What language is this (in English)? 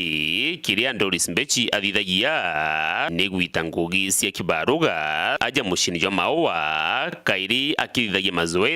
Meru